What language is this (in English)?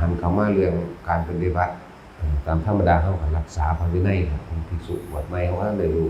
Northeastern Thai